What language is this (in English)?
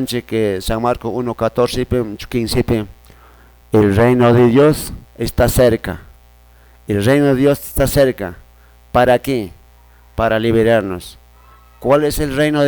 Quechua